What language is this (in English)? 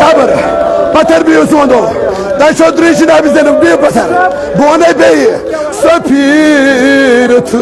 Kashmiri